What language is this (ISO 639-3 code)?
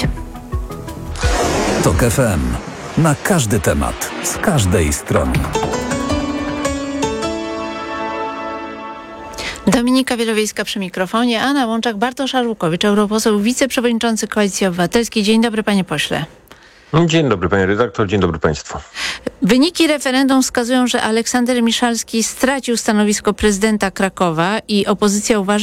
pol